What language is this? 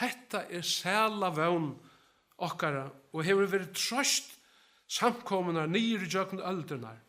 Faroese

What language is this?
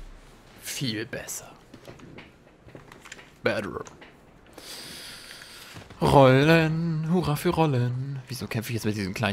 German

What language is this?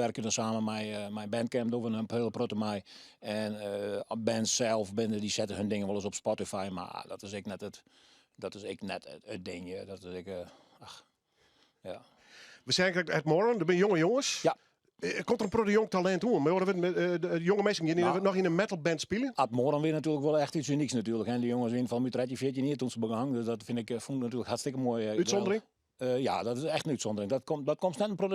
Western Frisian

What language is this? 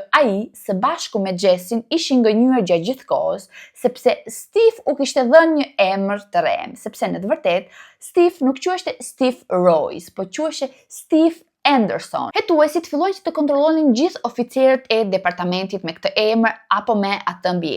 Albanian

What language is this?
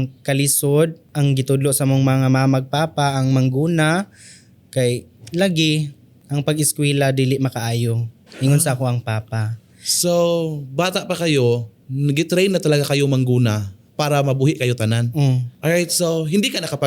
Cebuano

